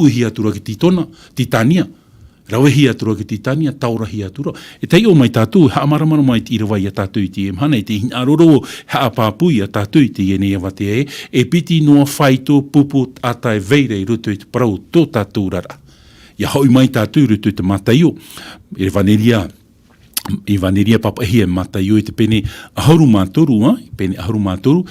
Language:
Tahitian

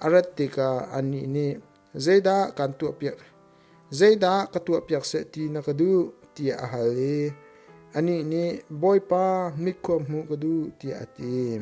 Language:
Hakha Chin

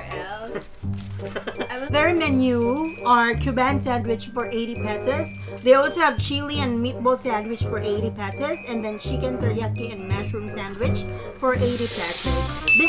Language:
Cebuano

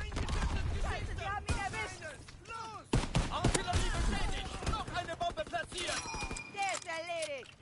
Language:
Swiss German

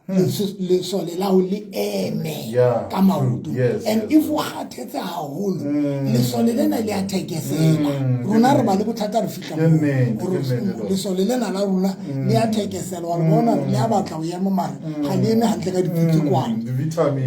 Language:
Southern Sotho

